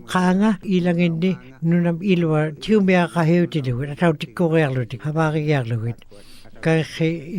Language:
Western Canadian Inuktitut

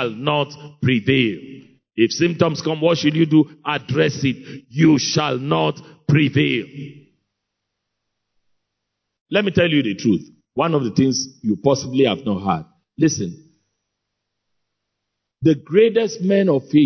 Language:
English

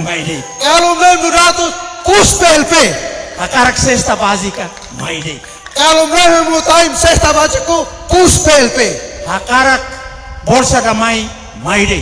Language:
Tetum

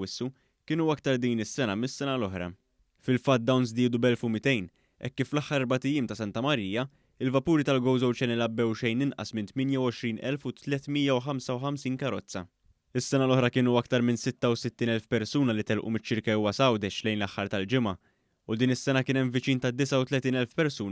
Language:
Maltese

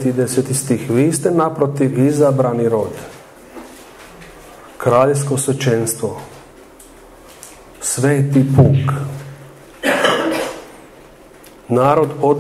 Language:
Croatian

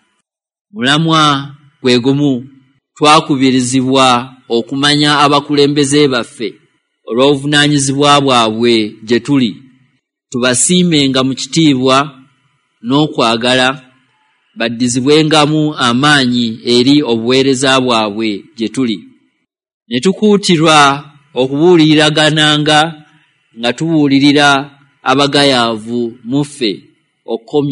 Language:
Ganda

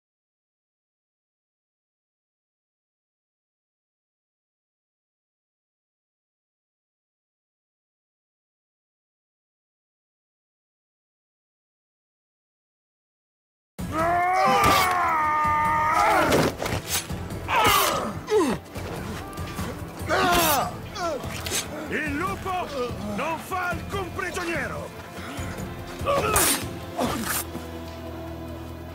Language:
Italian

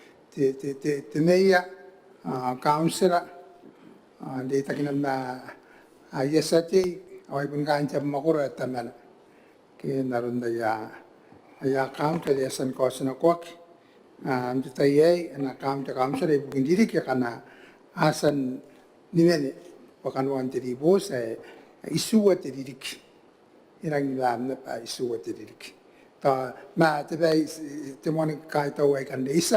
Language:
Gilbertese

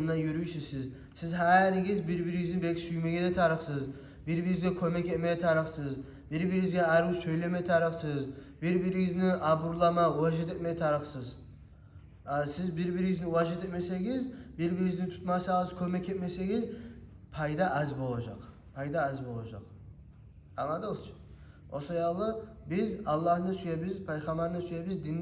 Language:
Kumyk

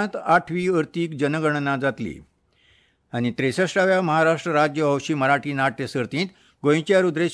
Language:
Konkani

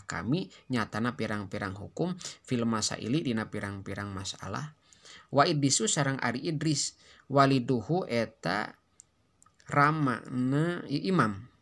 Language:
Sundanese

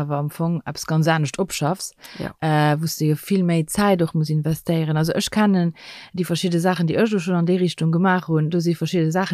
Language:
Luxembourgish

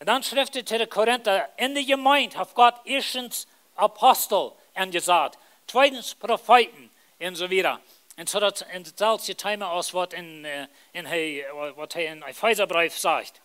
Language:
Plautdietsch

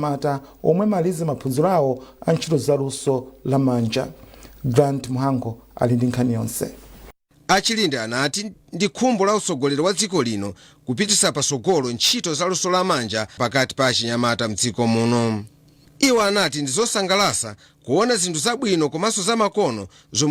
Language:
Nyanja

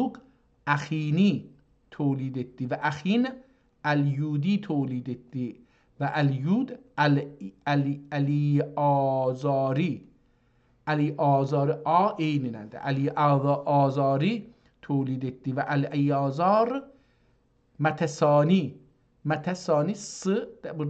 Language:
South Azerbaijani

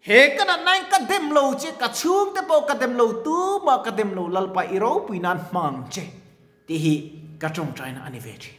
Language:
Mizo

